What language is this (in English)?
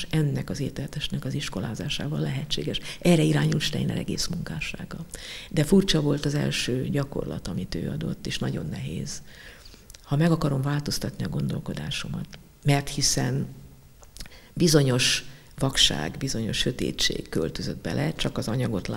Hungarian